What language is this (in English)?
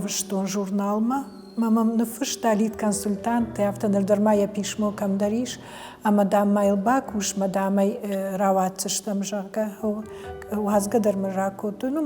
Ossetic